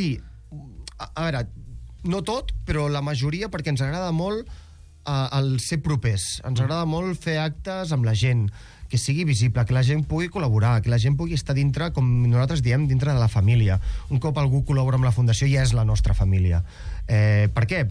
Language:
Catalan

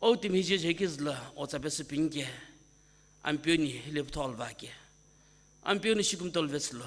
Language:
Sumi Naga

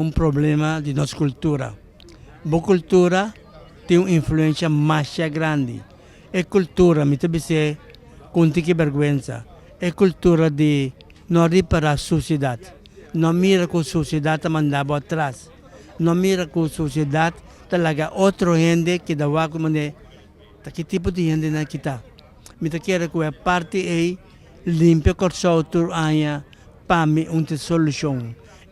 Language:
Papiamento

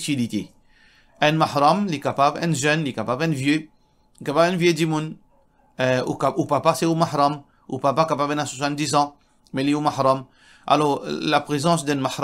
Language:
Morisyen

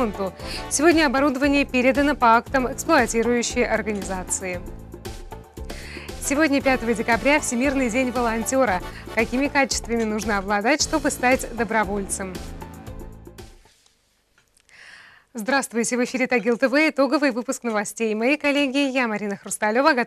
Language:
Russian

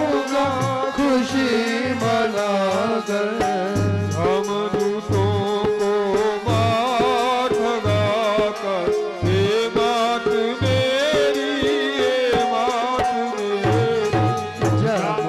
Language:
Hindi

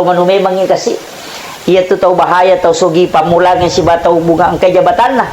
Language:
Buginese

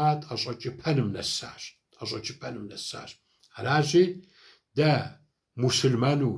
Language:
Kabardian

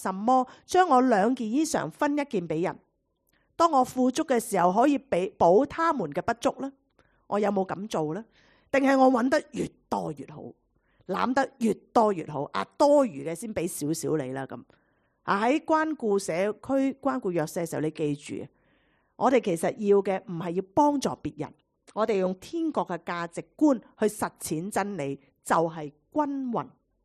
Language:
Cantonese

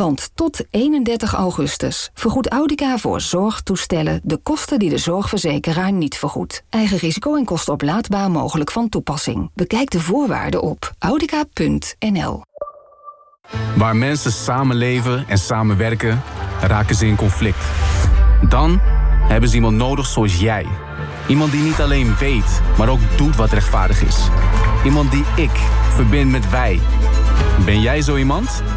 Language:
Dutch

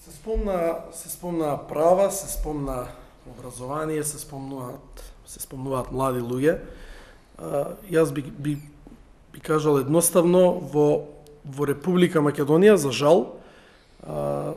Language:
Macedonian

